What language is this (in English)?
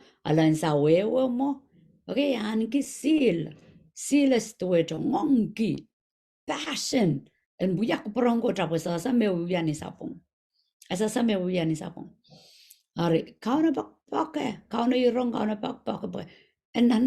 Pohnpeian